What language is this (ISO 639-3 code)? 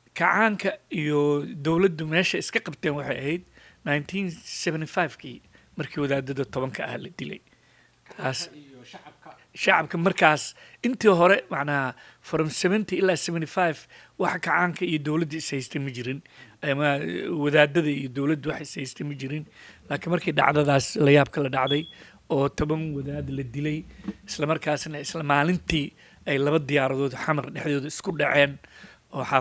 som